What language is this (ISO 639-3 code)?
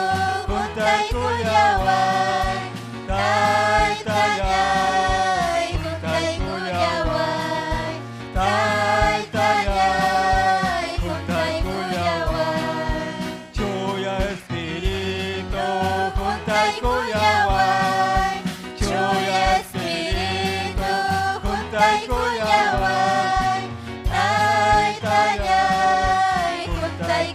quy